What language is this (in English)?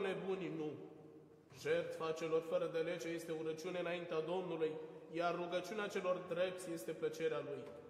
Romanian